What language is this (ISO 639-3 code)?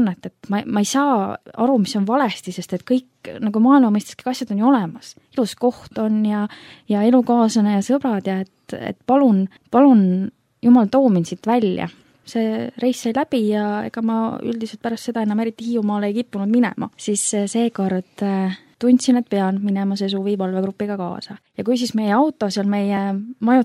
est